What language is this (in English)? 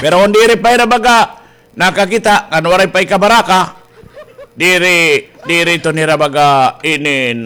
Waray